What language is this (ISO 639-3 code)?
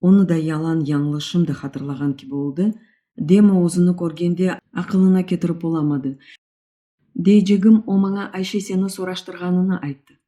crh